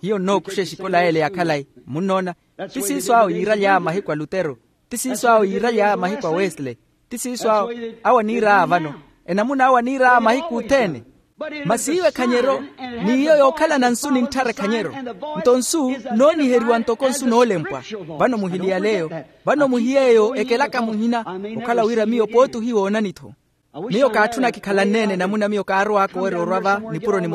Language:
Makhuwa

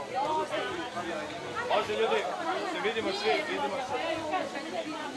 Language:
Serbian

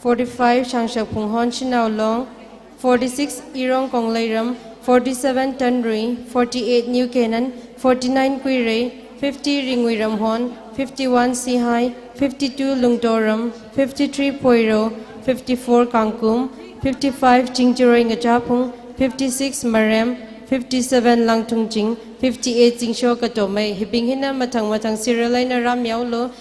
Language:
Tangkhul Naga (India)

